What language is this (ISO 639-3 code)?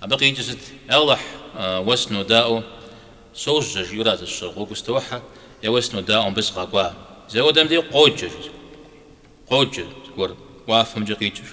kbd